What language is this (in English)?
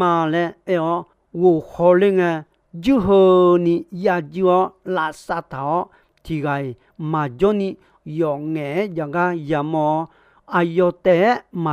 Akha